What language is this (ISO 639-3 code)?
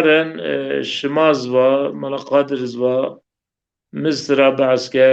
zza